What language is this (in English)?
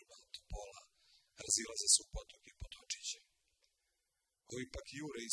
Serbian